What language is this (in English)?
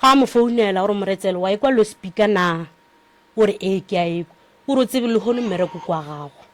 Northern Sotho